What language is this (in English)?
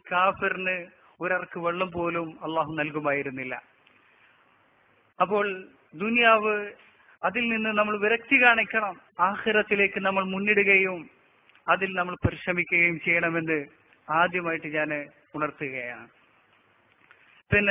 Malayalam